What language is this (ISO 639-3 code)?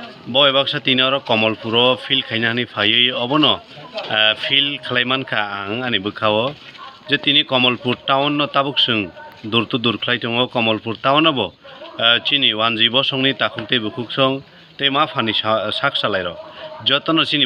trp